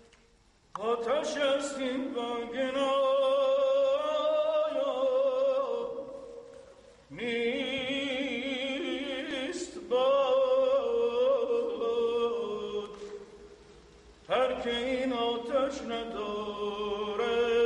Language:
Persian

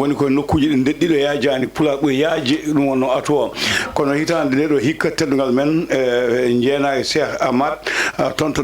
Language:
Fula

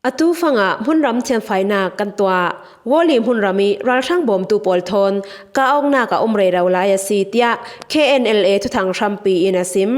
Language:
Falam Chin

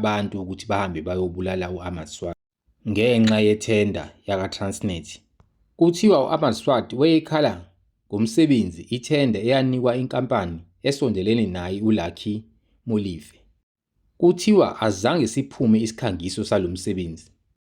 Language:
Zulu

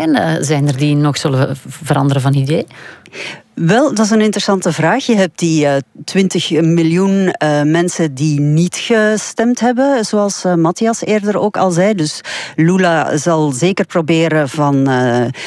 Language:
Dutch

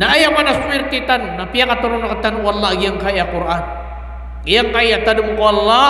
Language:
Maranao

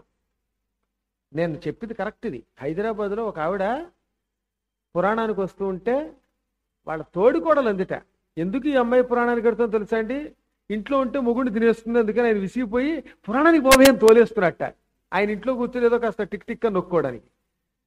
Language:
Telugu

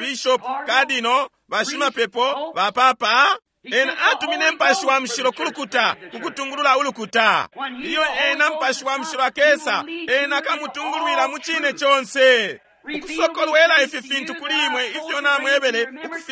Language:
Bemba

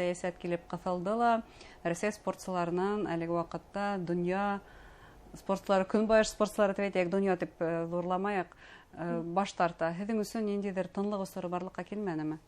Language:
Bashkir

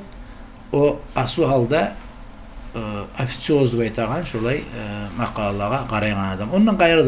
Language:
Kumyk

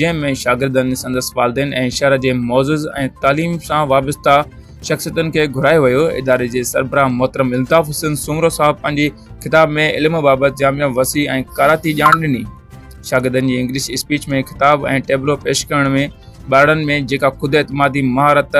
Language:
Sindhi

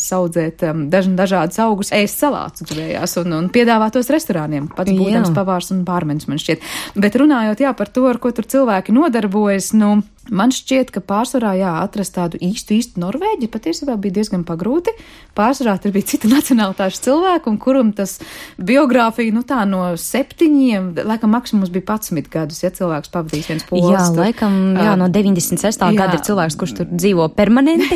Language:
Latvian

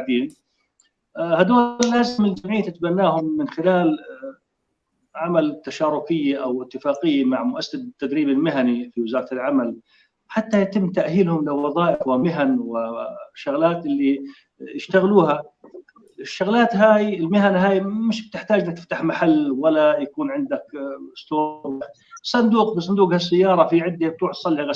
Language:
North Levantine Arabic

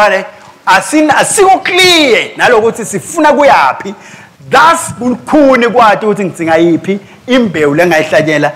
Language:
Swati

